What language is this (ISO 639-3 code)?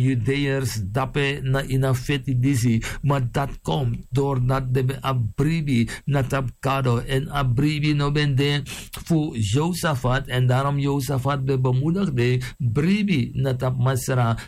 srn